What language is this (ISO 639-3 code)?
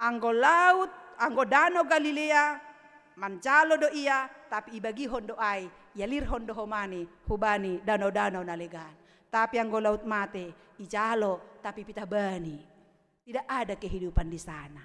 bts